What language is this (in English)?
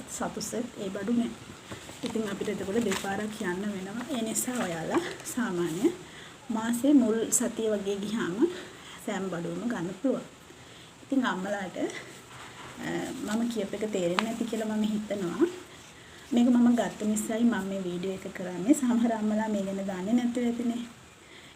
Sinhala